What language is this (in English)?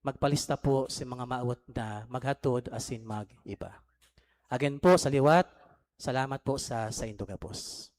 Bikol